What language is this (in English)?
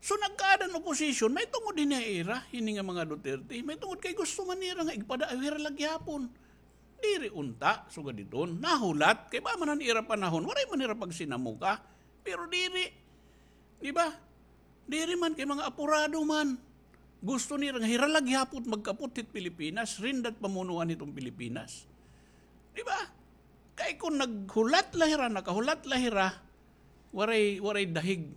Waray